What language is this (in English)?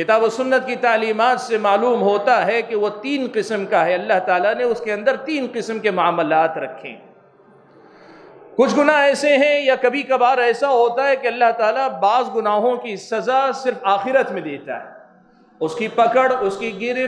Urdu